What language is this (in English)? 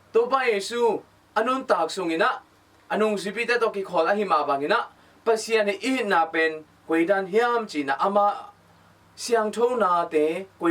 Tedim Chin